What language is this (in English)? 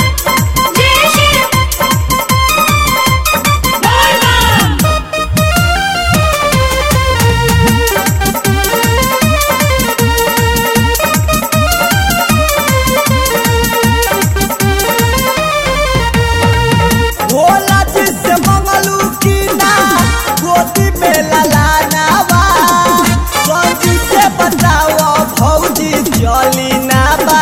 Bhojpuri